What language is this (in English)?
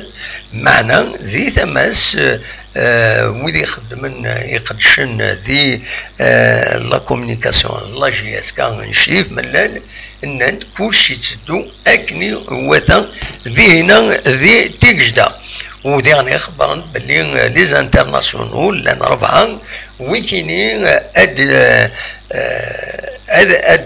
Kabyle